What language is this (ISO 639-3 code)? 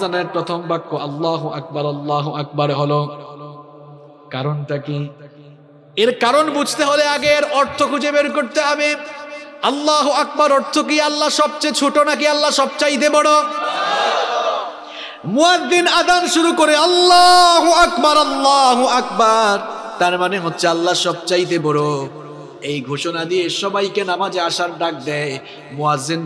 ben